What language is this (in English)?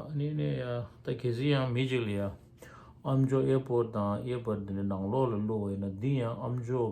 Tibetan